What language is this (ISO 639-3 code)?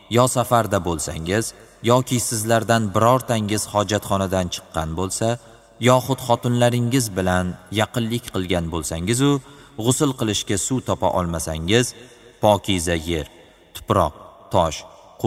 uzb